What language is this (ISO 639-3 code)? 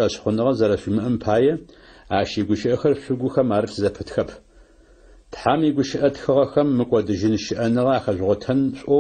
ady